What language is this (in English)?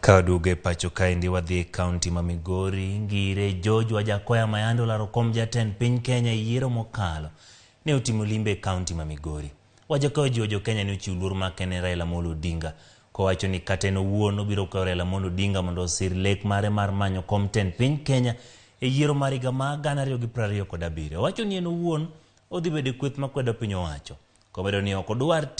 Luo (Kenya and Tanzania)